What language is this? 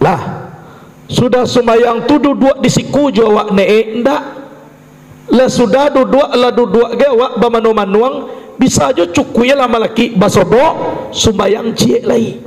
Minangkabau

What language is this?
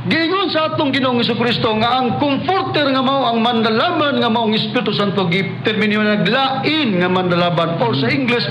Cebuano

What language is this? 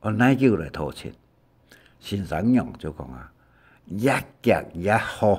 Hakka Chinese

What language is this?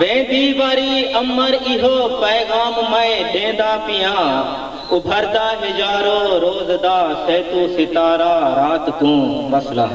Saraiki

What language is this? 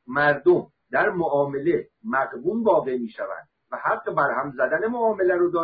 Persian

